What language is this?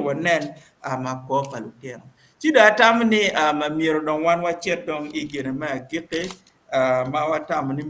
Acoli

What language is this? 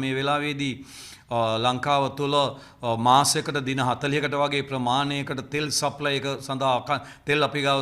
Sinhala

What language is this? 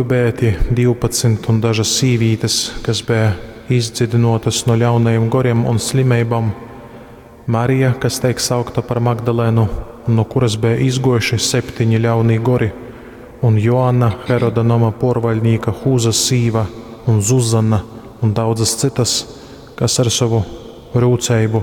Latgalian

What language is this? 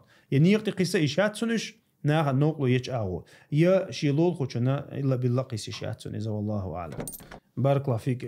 Chechen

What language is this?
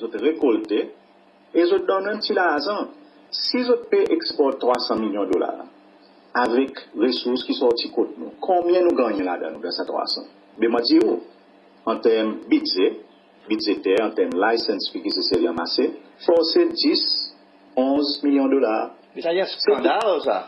Seselwa Creole French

